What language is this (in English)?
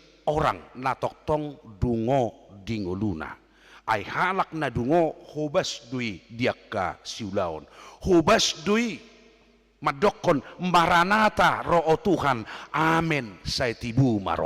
Batak Toba